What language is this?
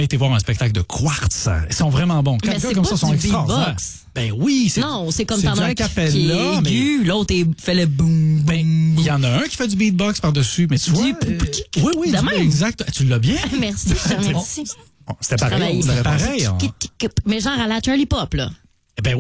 French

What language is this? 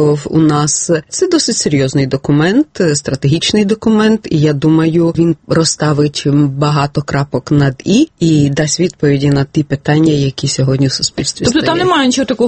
Ukrainian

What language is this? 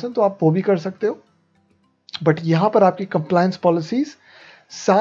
Hindi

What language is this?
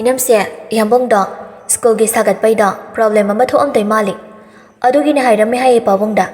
Manipuri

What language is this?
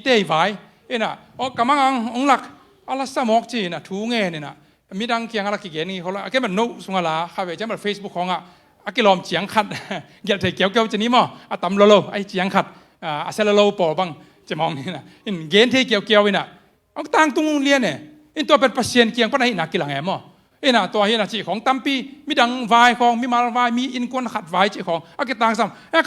Tedim Chin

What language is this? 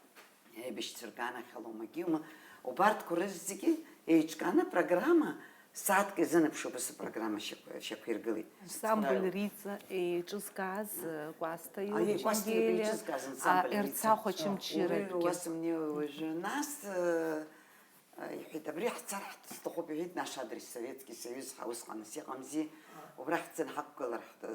Abkhazian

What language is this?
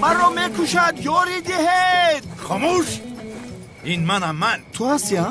Tajik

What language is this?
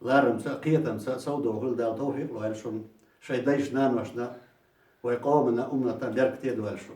Chechen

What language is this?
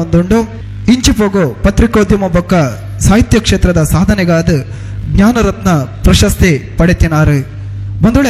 Tulu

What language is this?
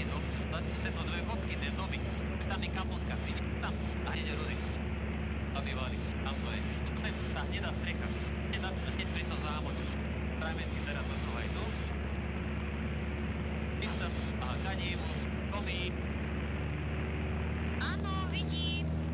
Slovak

